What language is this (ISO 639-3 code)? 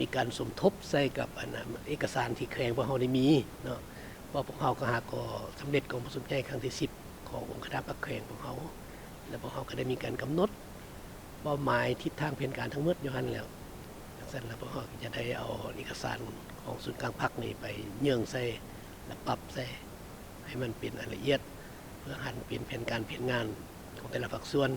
lao